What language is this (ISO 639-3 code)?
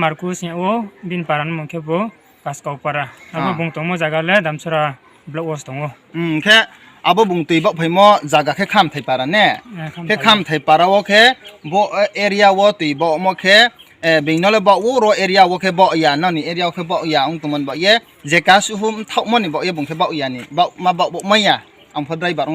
ria